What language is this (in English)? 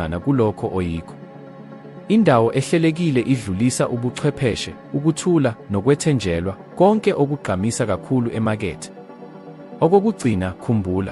Zulu